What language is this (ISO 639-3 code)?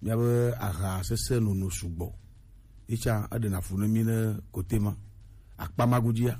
gej